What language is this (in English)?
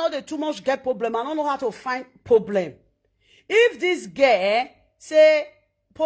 Nigerian Pidgin